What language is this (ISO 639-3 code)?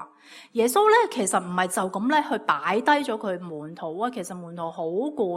yue